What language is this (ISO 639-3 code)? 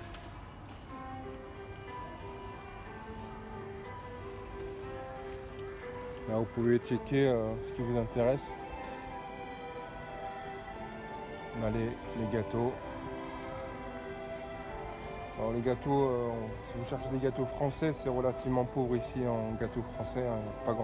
fra